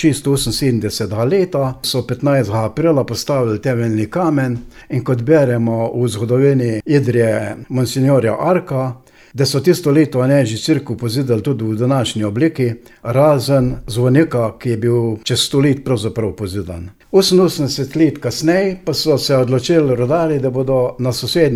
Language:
Slovenian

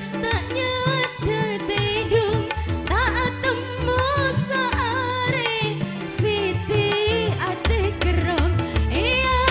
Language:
Madurese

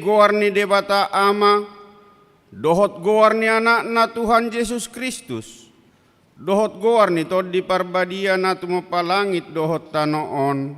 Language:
Batak Toba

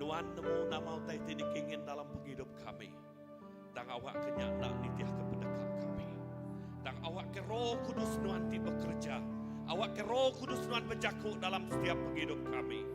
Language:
Iban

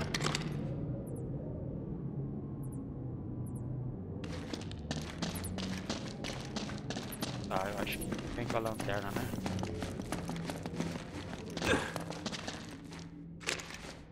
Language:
Portuguese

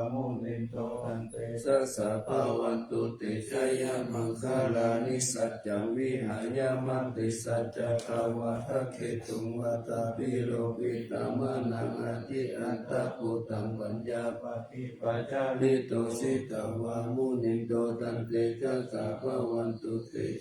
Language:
Pali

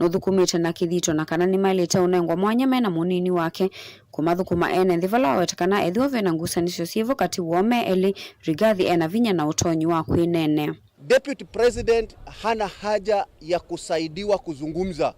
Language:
Kamba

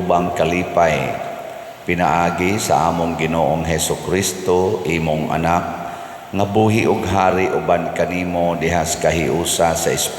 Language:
Cebuano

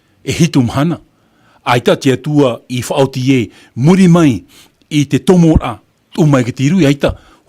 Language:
Tahitian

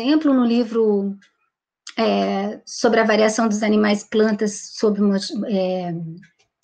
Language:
Portuguese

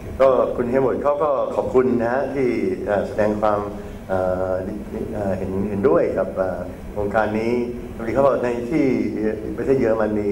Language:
Thai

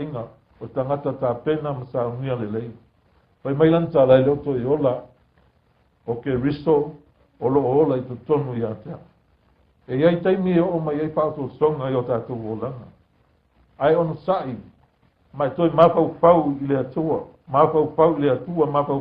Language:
Samoan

